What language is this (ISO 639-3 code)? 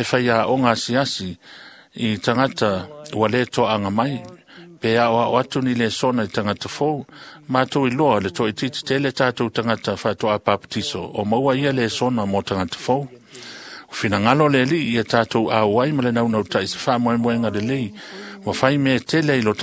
smo